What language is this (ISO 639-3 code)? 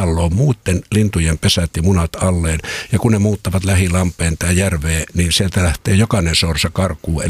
fin